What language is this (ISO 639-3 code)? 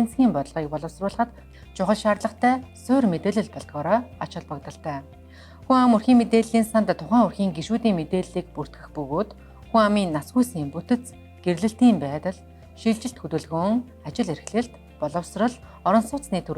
mon